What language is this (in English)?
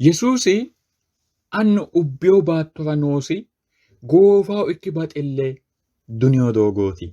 Sidamo